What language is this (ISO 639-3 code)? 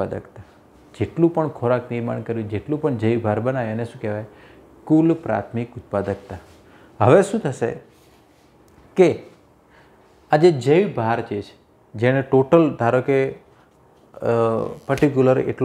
guj